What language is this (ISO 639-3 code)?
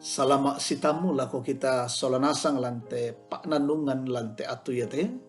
sda